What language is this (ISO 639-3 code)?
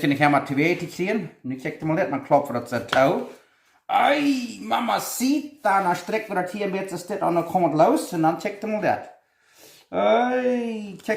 pdt